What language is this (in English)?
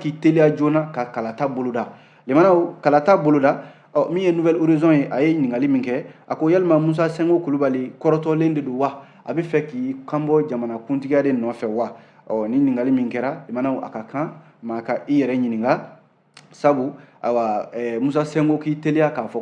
Bambara